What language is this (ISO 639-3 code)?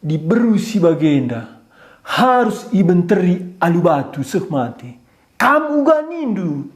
btx